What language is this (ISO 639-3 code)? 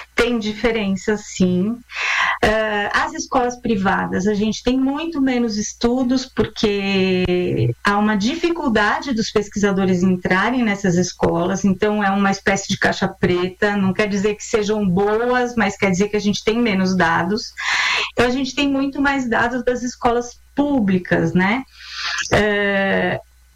por